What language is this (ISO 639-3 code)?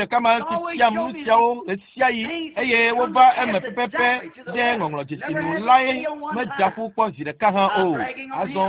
ewe